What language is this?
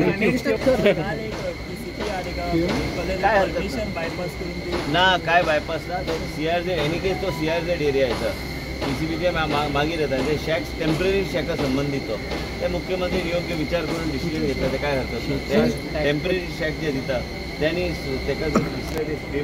Konkani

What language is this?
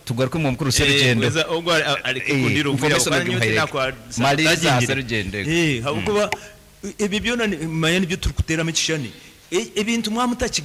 Nyankole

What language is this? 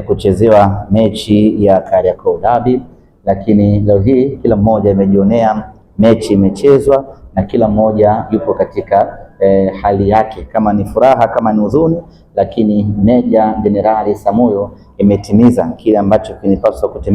Swahili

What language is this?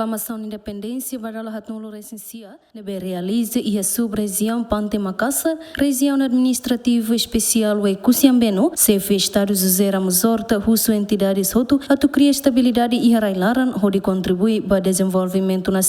Tetum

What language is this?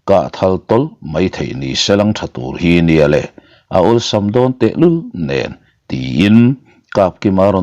Mizo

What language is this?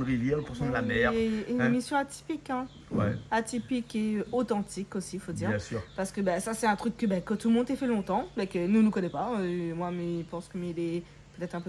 Réunion Creole French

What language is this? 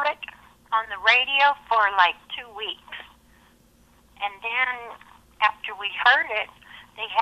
English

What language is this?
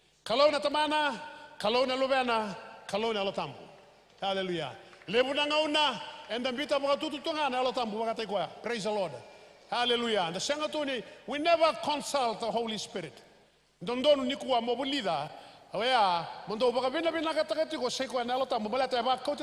Fijian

